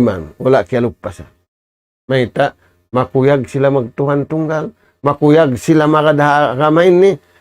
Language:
Tausug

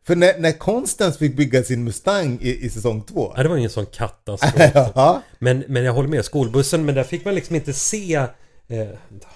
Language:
Swedish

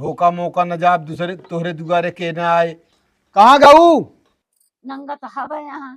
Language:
Awadhi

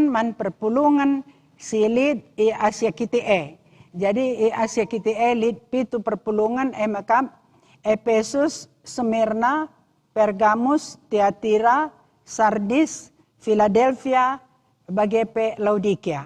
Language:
Batak Karo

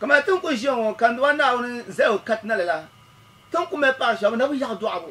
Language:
Dagbani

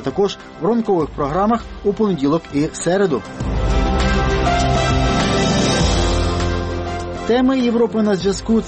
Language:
Ukrainian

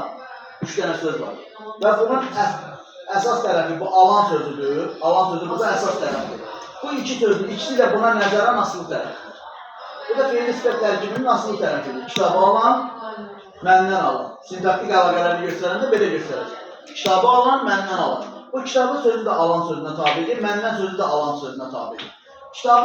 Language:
Azerbaijani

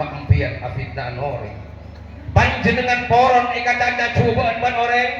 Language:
Madurese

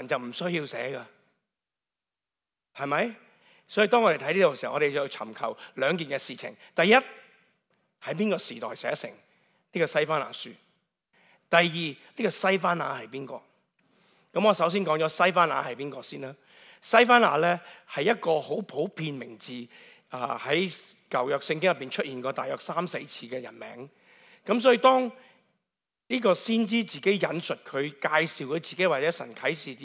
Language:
Cantonese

